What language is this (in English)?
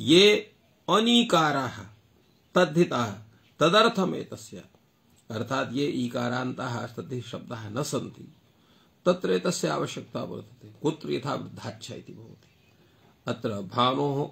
Sanskrit